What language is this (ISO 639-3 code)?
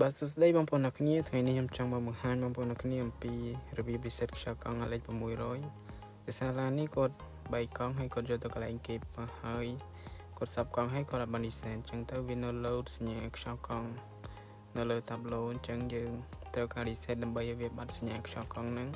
khm